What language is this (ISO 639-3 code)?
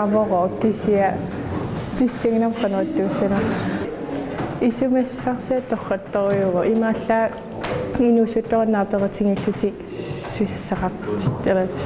kal